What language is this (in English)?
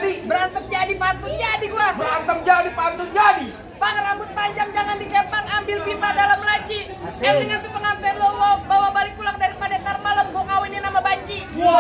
Betawi